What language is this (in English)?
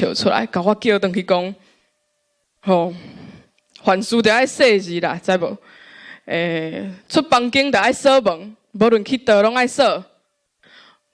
Min Nan Chinese